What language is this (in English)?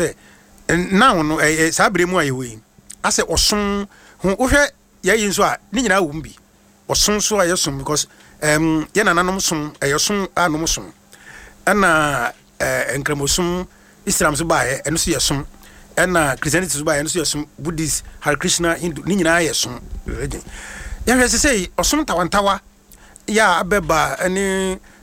Akan